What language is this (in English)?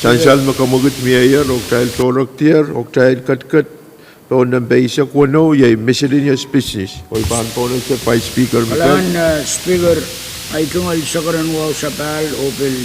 Pohnpeian